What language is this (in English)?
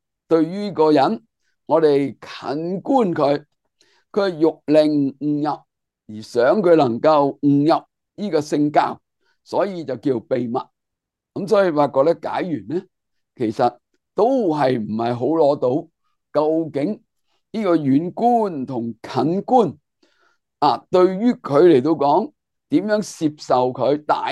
Cantonese